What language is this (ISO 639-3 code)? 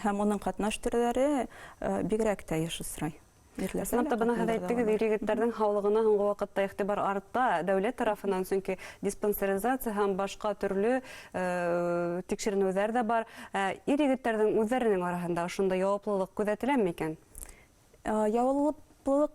bak